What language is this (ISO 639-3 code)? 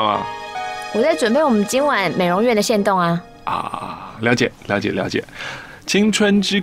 zho